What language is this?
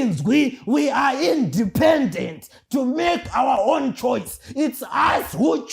Shona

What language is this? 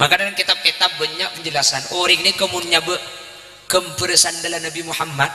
Madurese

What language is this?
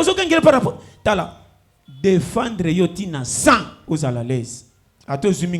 Lingala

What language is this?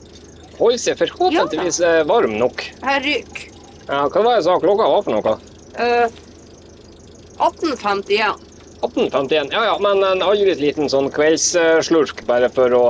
Norwegian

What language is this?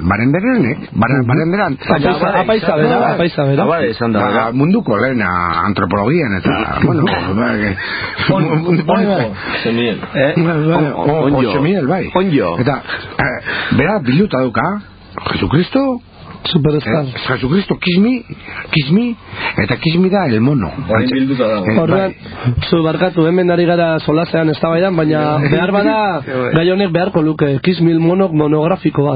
Basque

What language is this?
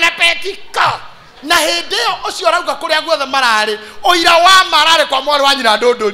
Kikuyu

